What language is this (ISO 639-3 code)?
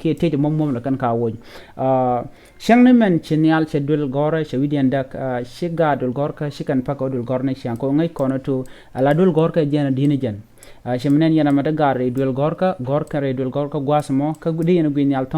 nus